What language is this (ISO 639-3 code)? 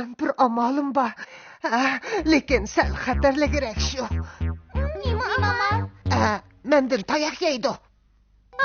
uig